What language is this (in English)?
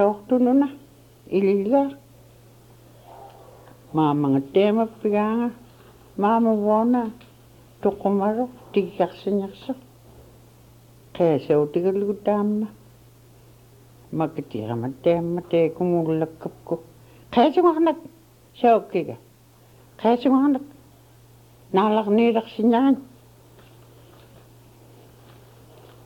Inupiaq